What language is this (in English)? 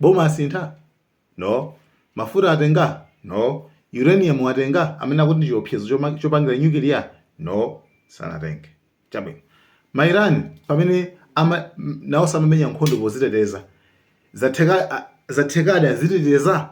Nyanja